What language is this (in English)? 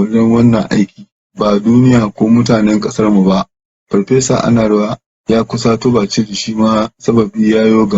Hausa